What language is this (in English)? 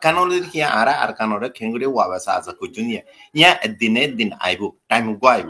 Rohingya